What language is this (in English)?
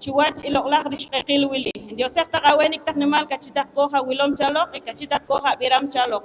Poqomchi'